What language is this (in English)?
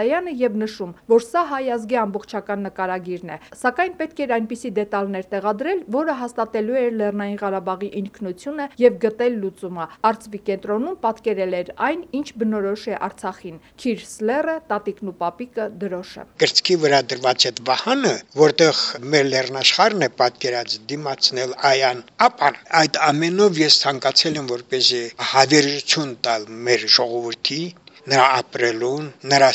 Armenian